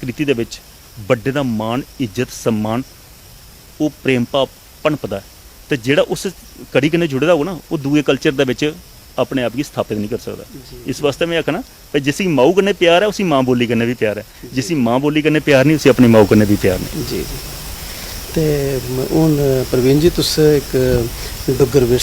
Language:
Dogri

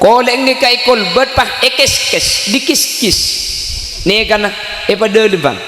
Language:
Madurese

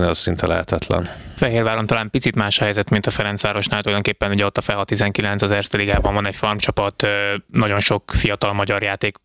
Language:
Hungarian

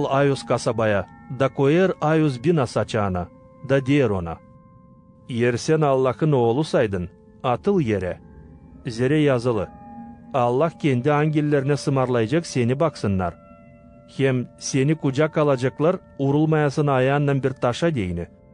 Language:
Gagauz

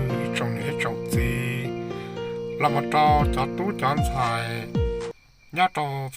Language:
Hmong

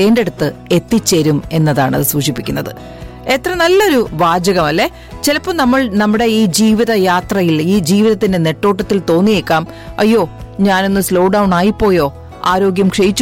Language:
Malayalam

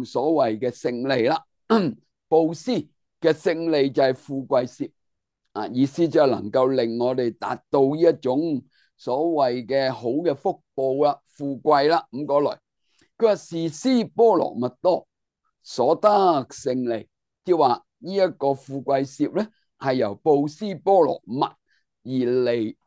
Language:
Cantonese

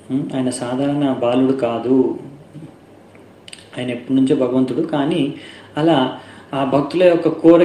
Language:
Telugu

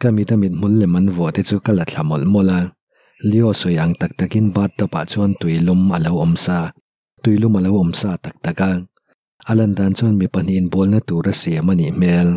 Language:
Mizo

